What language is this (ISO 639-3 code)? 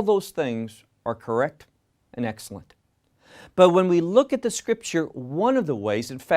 eng